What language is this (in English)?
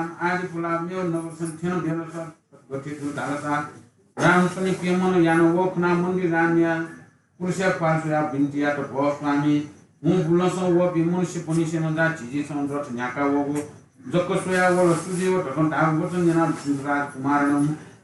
Newari